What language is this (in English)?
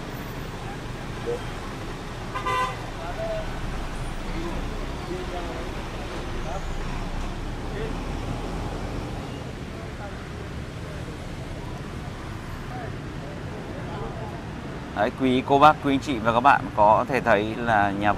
Vietnamese